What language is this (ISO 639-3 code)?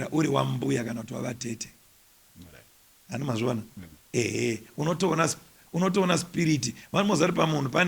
sna